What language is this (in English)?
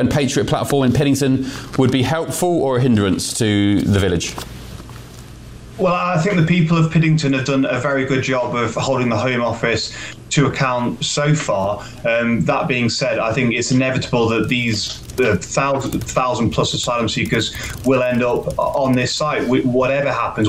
English